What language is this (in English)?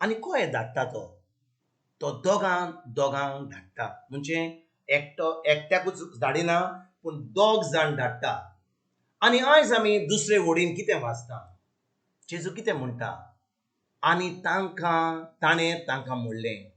Konkani